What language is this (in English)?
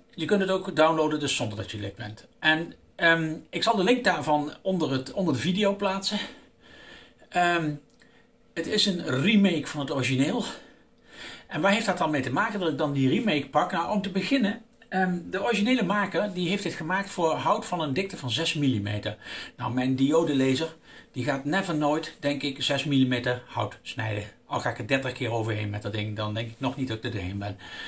Dutch